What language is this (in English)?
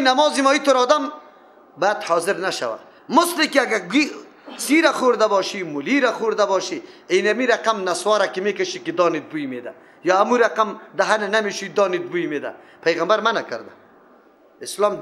Persian